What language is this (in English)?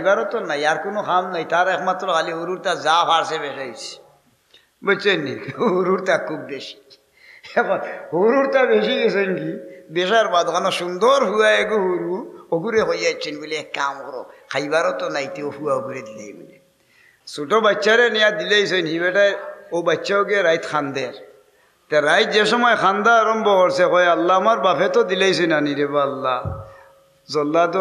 Sylheti